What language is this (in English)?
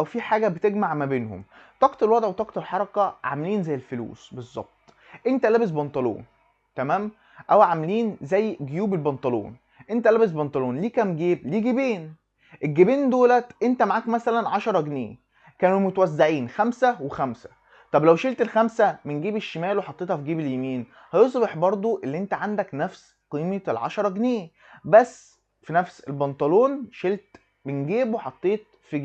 Egyptian Arabic